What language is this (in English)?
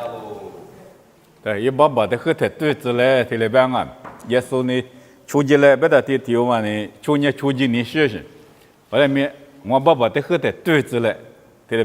Lisu